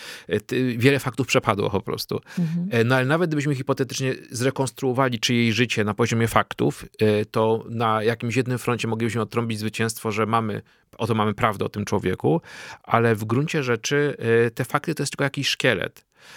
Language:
Polish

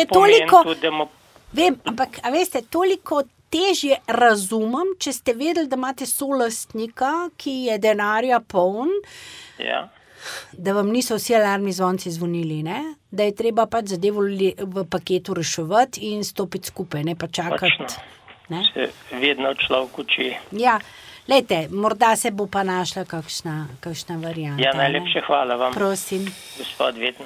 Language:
Slovenian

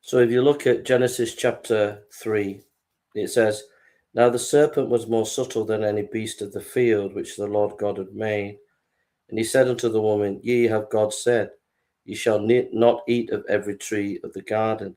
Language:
English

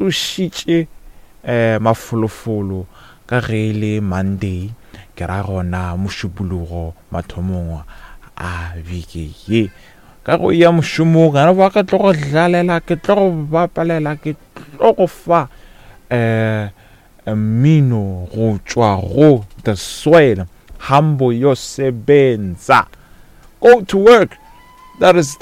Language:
Northern Sotho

